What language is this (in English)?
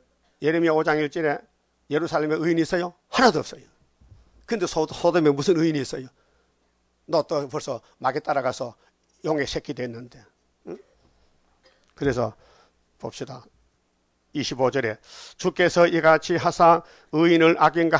Korean